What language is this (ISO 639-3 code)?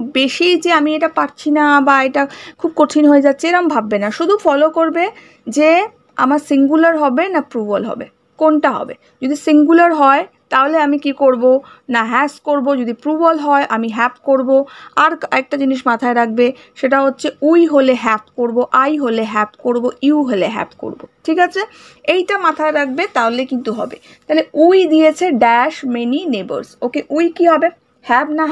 ben